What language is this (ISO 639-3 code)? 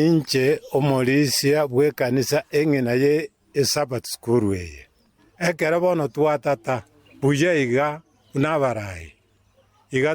guz